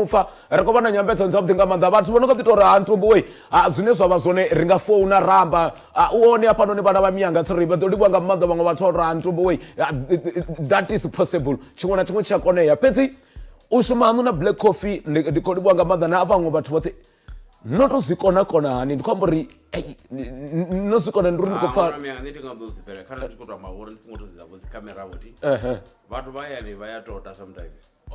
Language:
Venda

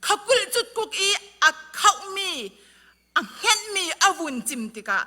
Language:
Falam Chin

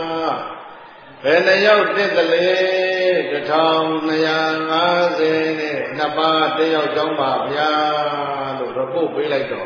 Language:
Burmese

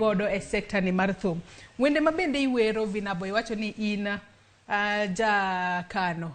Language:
Luo (Kenya and Tanzania)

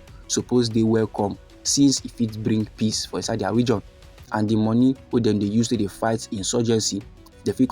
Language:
Nigerian Pidgin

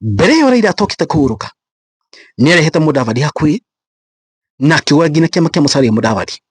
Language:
Kikuyu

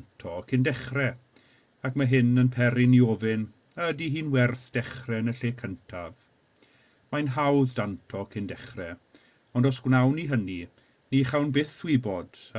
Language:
Welsh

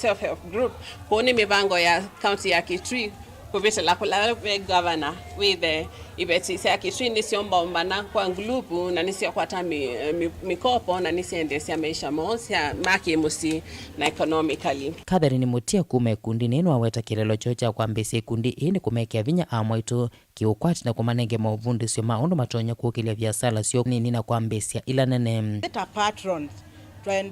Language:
Kamba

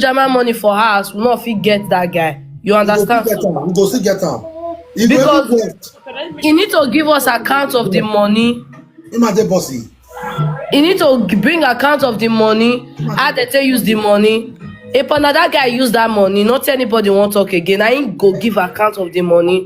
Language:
Nigerian Pidgin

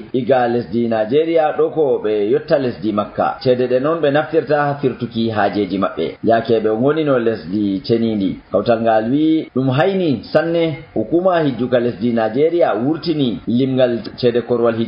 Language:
Nigerian Fulfulde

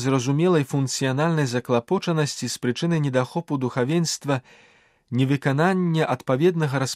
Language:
Belarusian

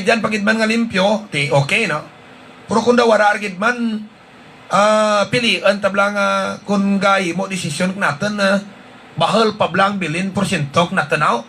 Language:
Hiligaynon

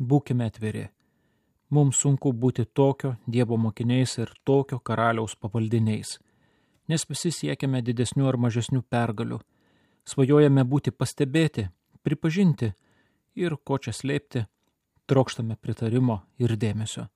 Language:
Lithuanian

